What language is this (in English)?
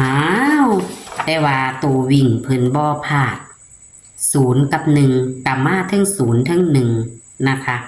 Northeastern Thai